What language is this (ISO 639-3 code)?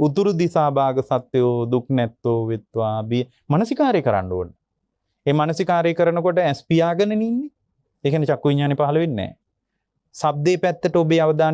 sin